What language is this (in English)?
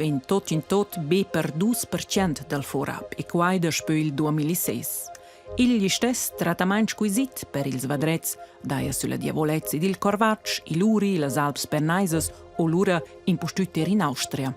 Romansh